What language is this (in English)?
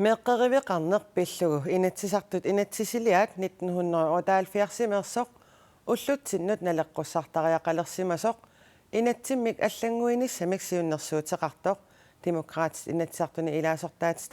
Kalaallisut